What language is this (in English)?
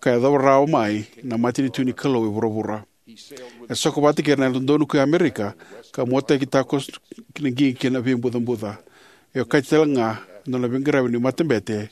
Fijian